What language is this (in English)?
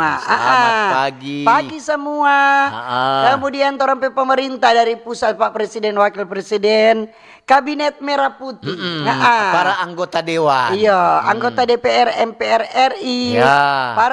Manado Malay